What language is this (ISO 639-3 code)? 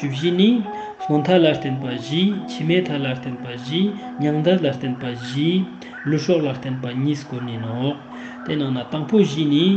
lbj